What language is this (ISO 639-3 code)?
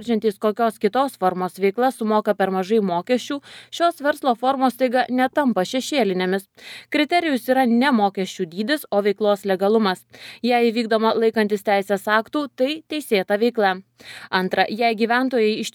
lit